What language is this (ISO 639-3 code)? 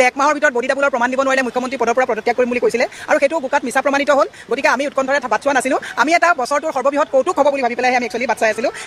asm